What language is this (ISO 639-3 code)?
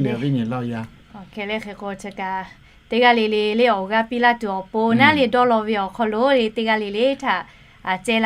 lhu